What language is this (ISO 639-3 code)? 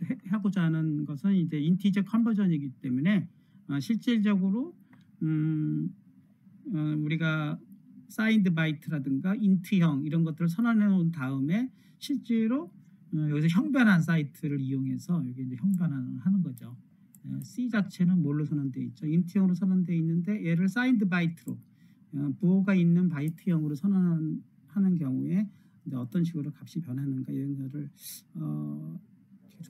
kor